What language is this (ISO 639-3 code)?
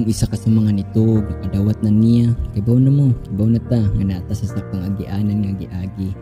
ceb